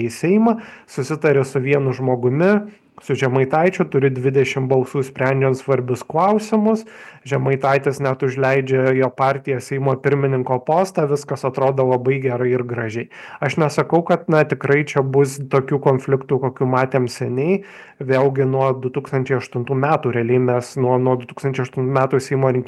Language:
Lithuanian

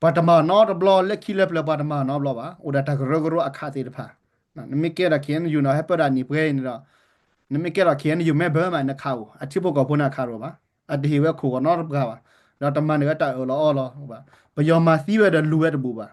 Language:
S'gaw Karen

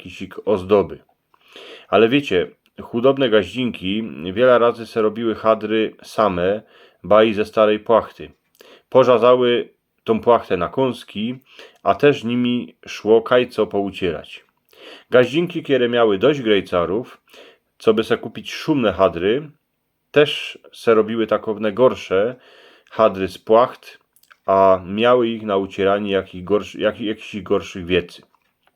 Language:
Silesian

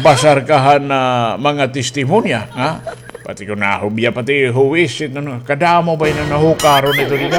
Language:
Waray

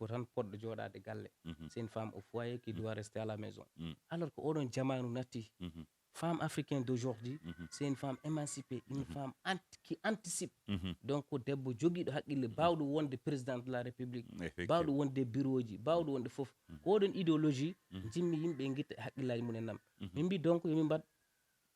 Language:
Fula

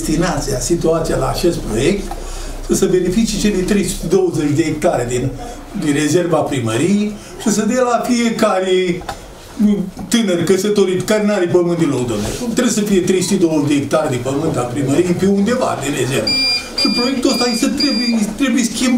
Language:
Romanian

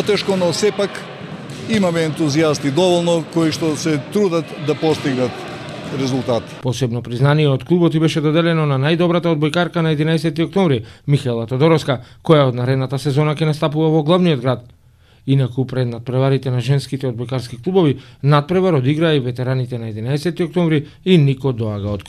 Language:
Macedonian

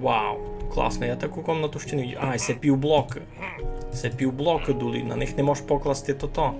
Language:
Rusyn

